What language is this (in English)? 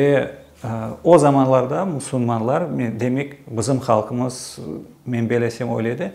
Crimean Tatar